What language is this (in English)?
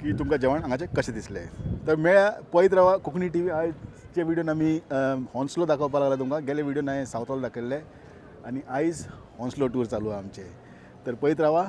Konkani